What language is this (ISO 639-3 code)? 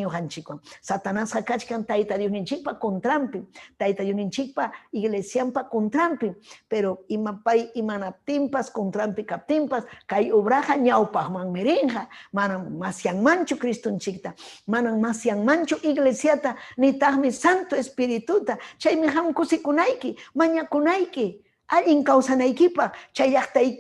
quy